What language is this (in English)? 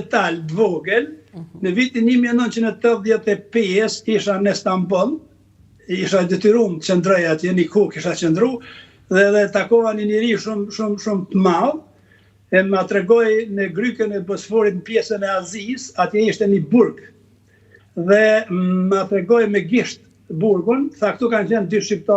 Albanian